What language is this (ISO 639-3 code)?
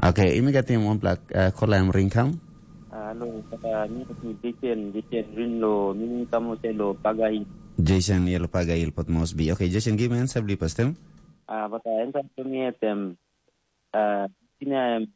tpi